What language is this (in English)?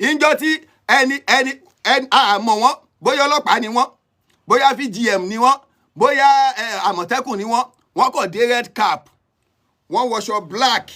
Yoruba